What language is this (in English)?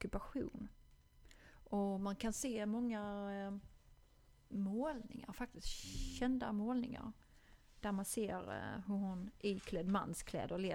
Swedish